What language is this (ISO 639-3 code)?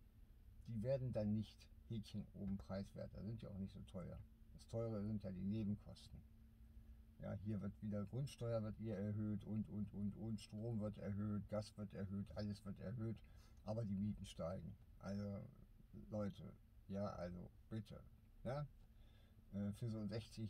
deu